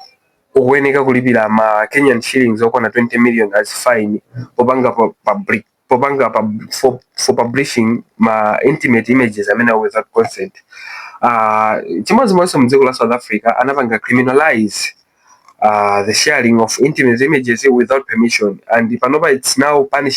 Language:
Nyanja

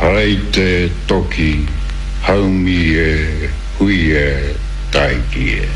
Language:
Māori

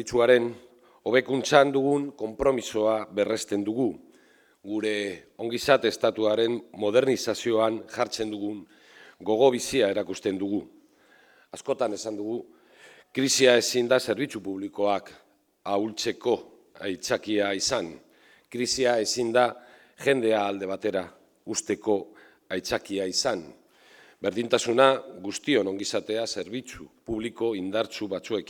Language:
Basque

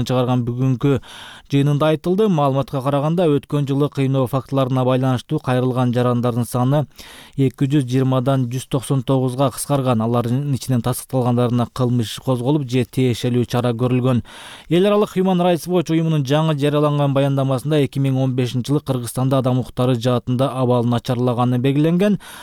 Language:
Kyrgyz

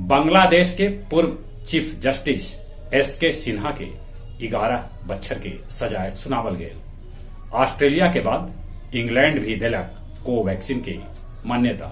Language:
Magahi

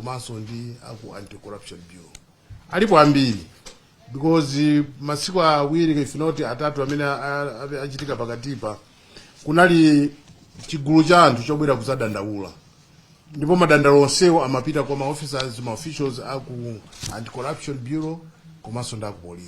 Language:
Nyanja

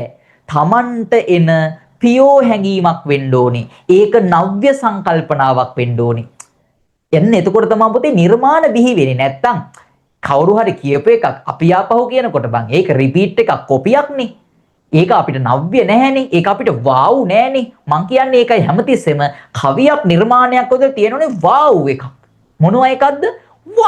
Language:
Sinhala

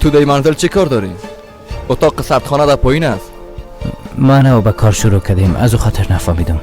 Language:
Persian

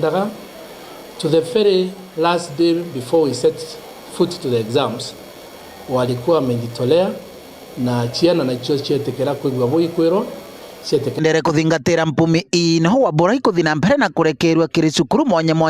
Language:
Meru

